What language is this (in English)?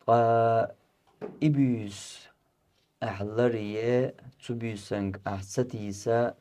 Chechen